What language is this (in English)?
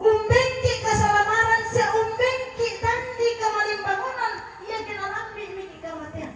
Toraja-Sa'dan